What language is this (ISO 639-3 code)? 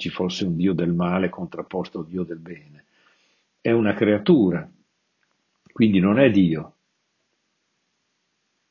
ita